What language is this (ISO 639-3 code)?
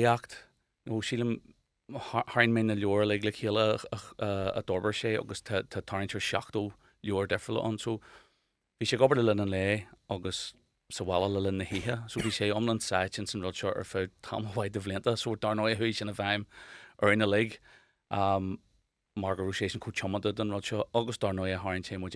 gle